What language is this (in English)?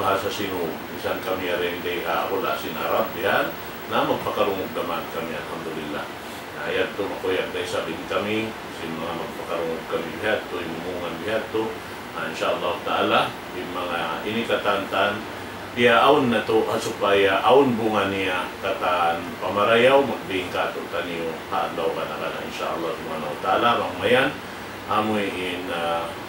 Tausug